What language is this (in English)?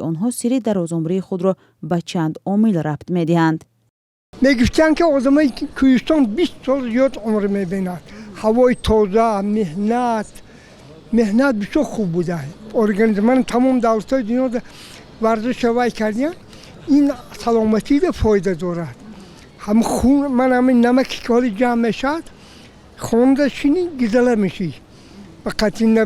Tajik